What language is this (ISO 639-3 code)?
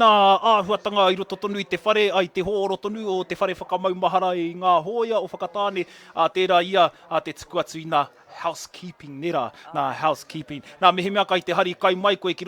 mri